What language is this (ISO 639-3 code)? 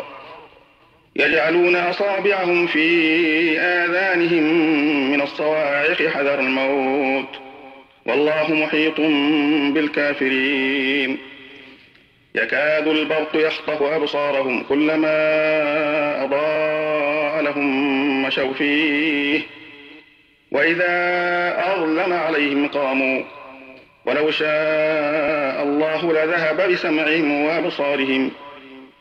ara